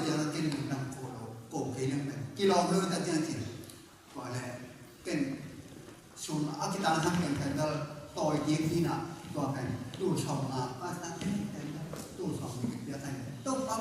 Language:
Tedim Chin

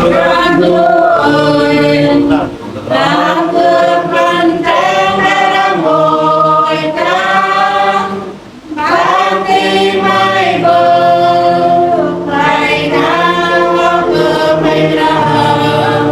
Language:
Central Mnong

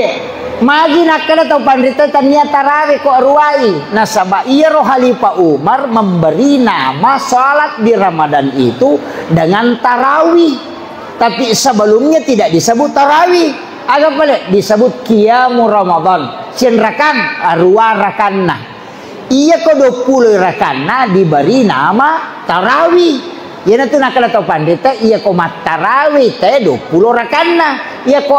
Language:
Buginese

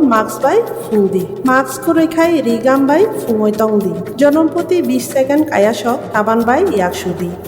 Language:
Kok Borok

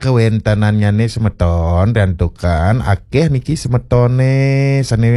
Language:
Balinese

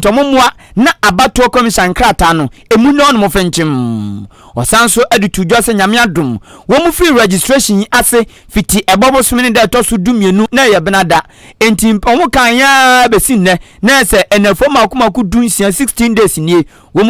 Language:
Akan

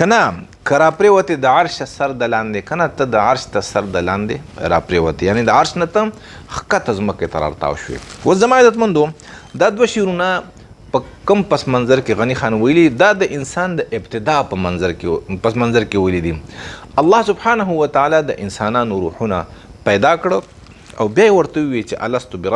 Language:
Pashto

